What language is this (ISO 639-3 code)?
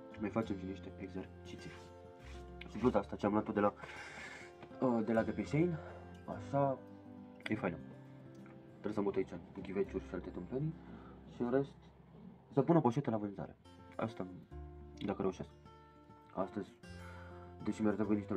ron